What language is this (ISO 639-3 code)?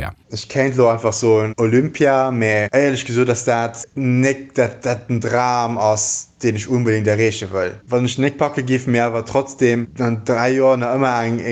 ltz